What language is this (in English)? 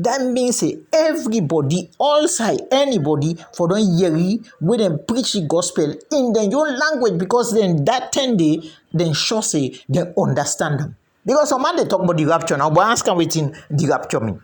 Krio